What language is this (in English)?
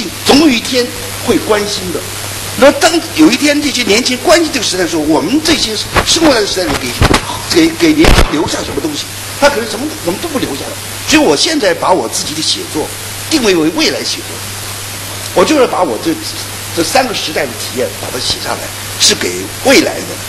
Chinese